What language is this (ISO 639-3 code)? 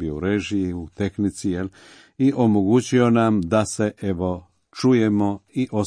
hrv